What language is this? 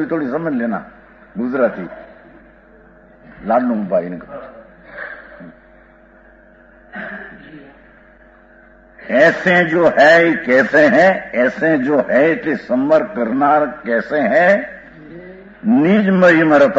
Gujarati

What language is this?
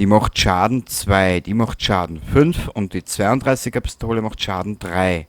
Bavarian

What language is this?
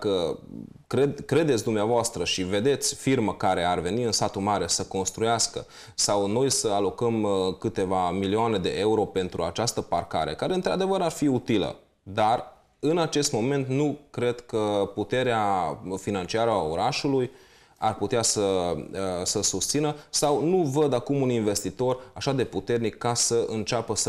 Romanian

